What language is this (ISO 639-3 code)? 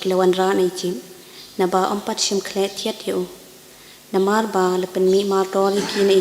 kha